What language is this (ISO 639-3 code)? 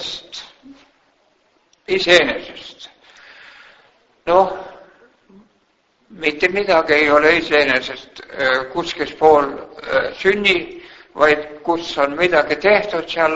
est